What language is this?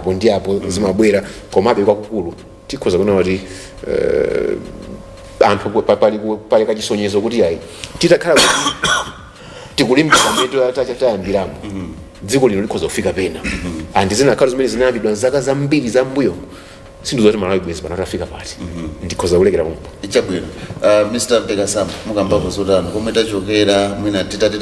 Nyanja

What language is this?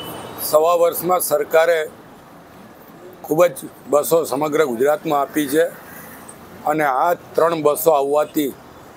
Gujarati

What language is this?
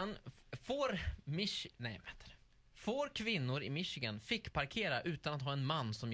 Swedish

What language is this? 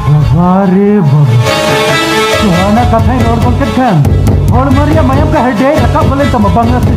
Santali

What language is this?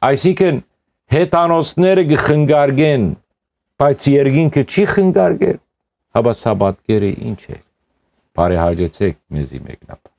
Western Armenian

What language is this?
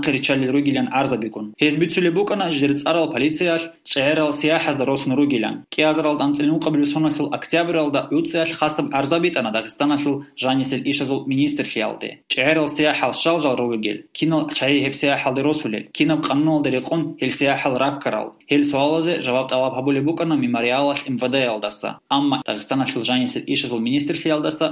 Avaric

